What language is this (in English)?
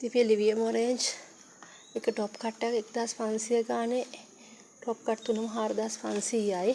Sinhala